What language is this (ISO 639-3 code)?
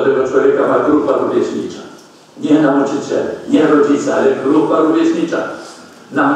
pol